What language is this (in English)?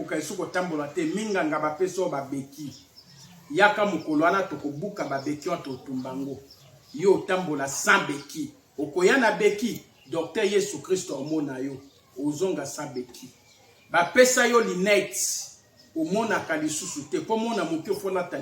Lingala